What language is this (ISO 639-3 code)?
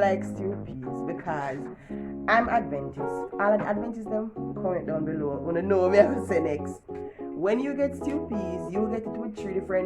jam